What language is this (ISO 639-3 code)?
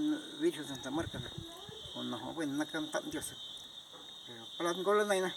zap